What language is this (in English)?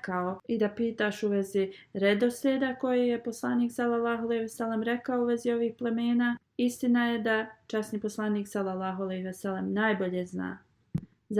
Bosnian